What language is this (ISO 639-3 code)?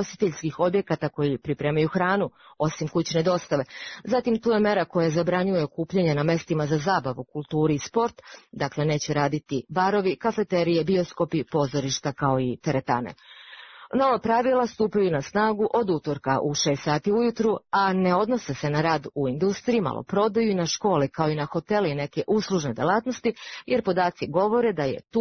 srp